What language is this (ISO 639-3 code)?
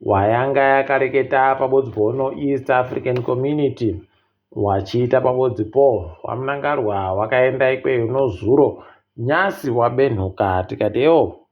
ndc